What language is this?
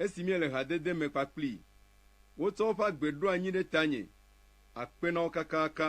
Ewe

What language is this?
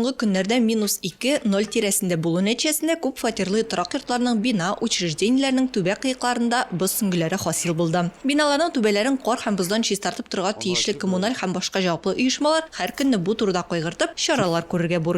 Tatar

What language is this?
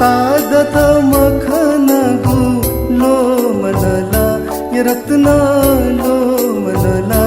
Newari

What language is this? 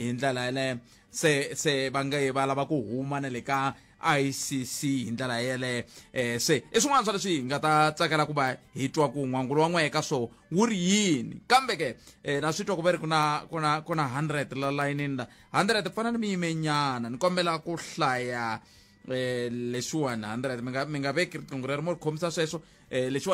Tsonga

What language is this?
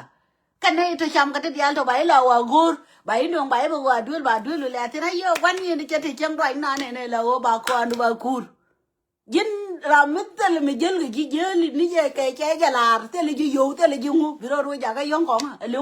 Nuer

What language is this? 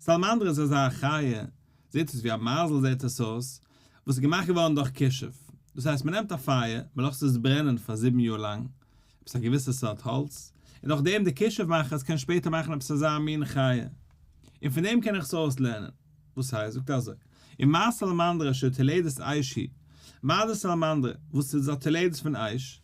Yiddish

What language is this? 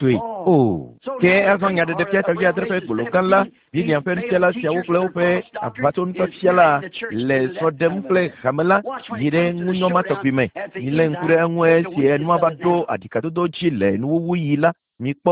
Ewe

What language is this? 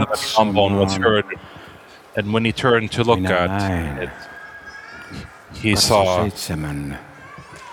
Finnish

